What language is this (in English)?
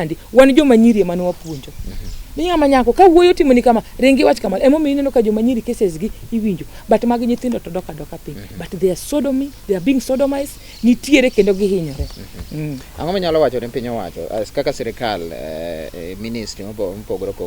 Luo (Kenya and Tanzania)